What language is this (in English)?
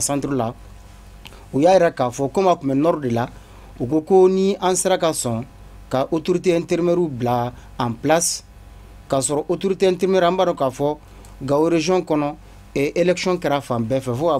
Bambara